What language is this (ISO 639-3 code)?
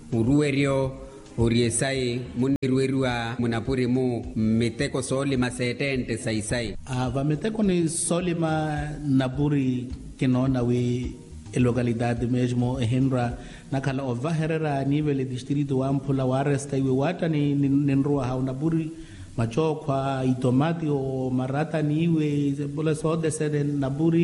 vmw